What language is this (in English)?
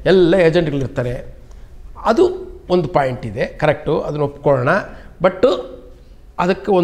Kannada